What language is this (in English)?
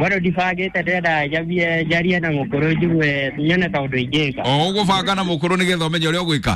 Kikuyu